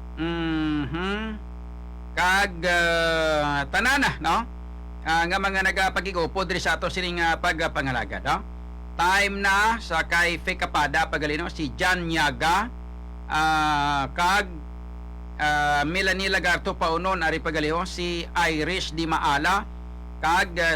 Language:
Hiligaynon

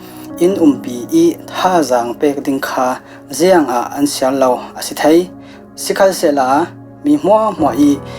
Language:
Falam Chin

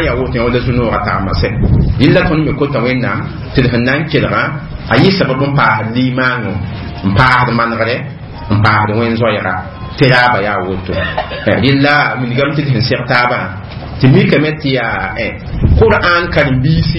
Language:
Mossi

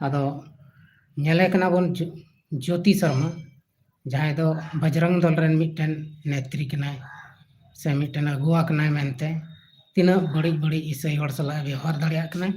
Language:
Santali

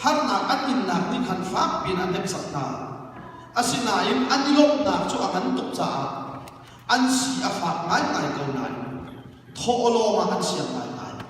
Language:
Hakha Chin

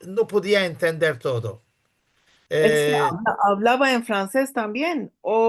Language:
Ladino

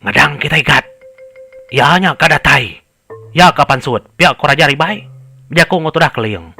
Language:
Iban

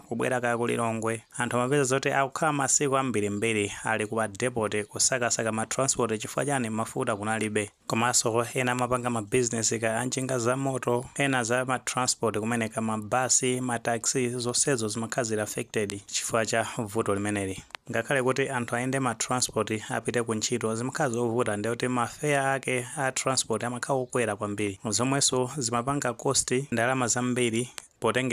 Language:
Nyanja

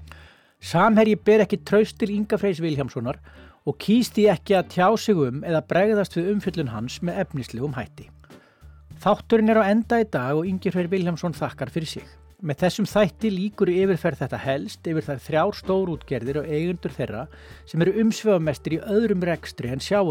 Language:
Icelandic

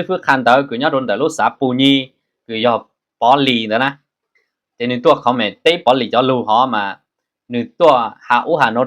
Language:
Hmong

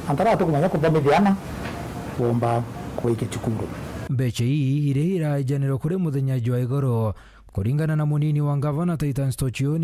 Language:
Meru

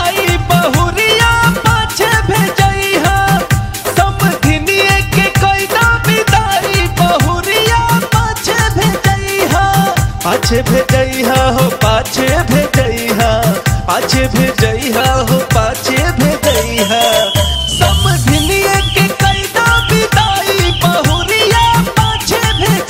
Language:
Bhojpuri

